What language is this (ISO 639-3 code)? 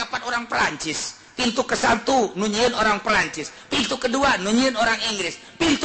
sun